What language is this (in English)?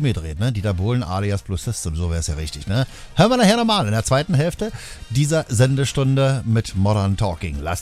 German